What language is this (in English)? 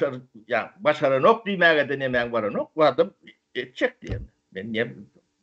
Turkmen